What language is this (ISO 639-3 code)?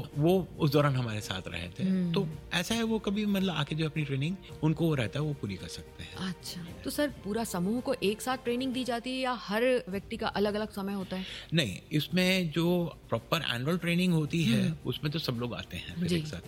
hin